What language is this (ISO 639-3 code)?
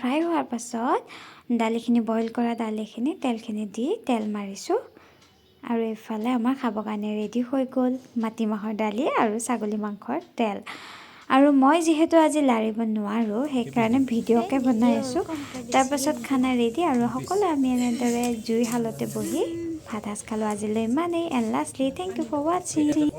asm